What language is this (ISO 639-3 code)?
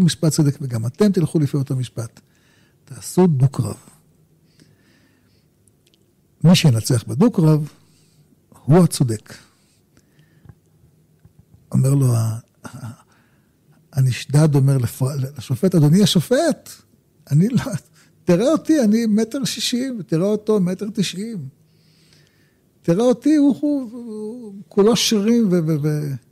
heb